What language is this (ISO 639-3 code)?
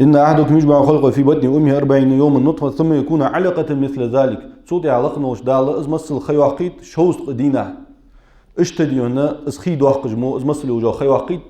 inh